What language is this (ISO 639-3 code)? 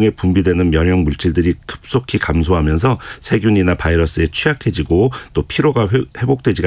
kor